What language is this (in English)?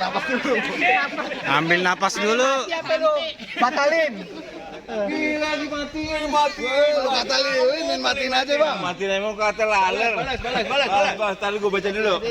Betawi